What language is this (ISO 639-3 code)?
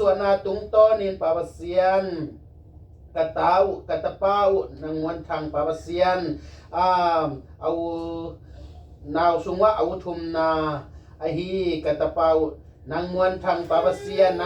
ctd